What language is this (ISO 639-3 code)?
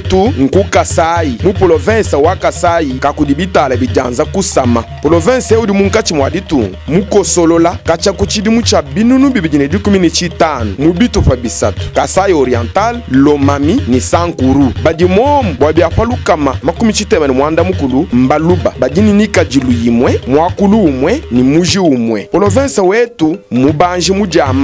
lua